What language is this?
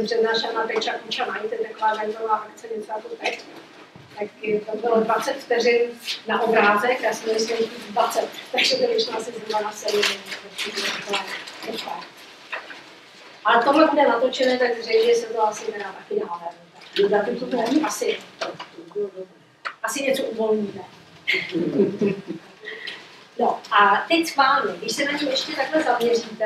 Czech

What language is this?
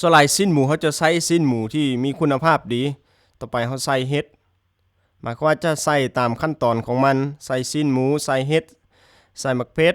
Lao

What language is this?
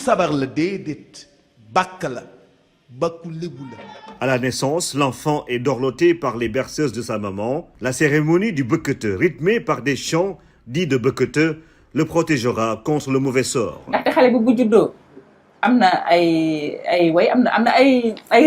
Wolof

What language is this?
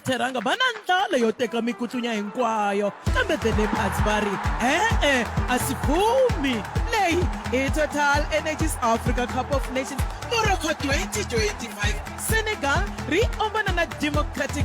Tsonga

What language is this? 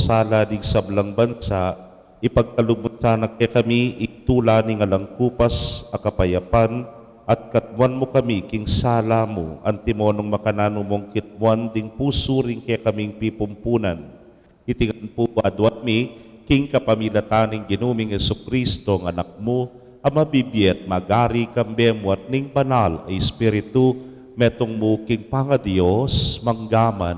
Pampanga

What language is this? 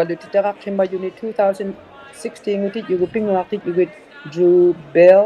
Inuktitut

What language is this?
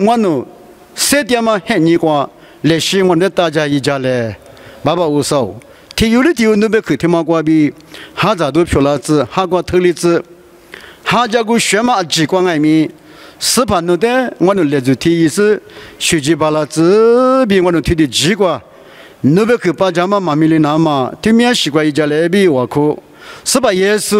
Lisu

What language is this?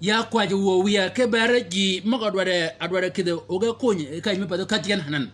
Shilluk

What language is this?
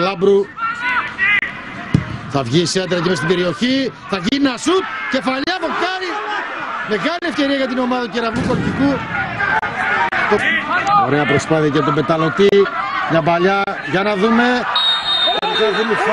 Greek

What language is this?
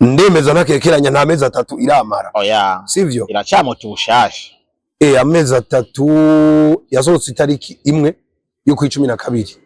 Rundi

